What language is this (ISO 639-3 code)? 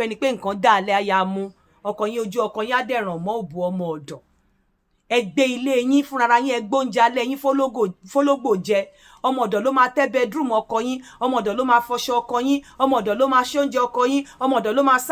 yor